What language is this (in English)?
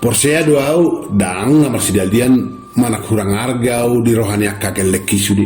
Batak Toba